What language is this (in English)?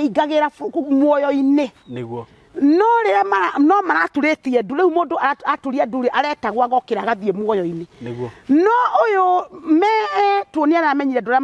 Kikuyu